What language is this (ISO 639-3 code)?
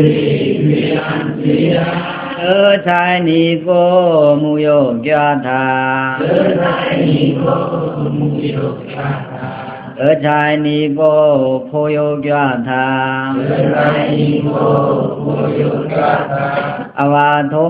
blk